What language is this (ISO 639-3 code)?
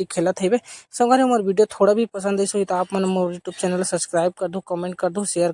hne